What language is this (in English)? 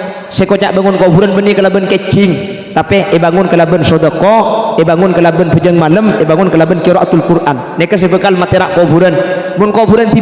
Madurese